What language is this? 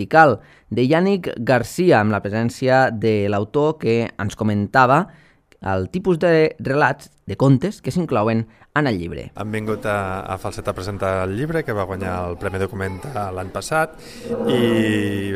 Catalan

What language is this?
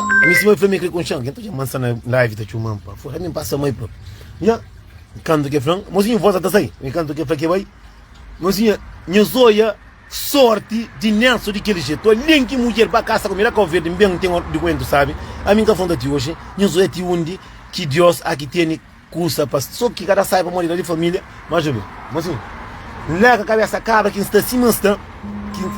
Kabuverdianu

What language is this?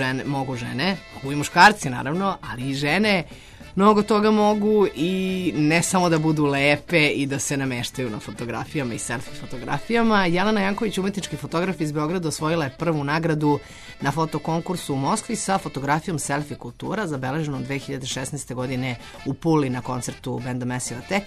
Serbian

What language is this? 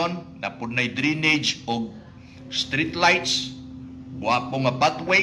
Cebuano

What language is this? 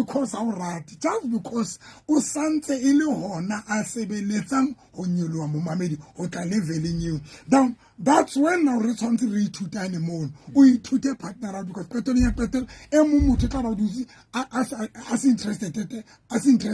Southern Sotho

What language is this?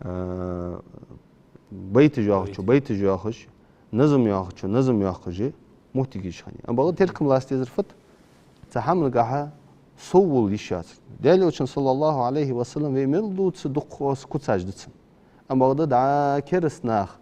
Ingush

